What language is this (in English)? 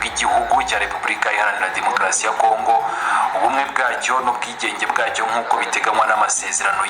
Kinyarwanda